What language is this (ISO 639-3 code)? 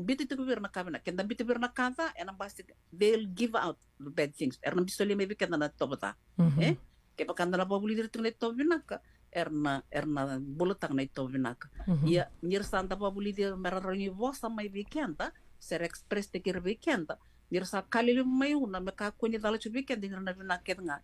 fij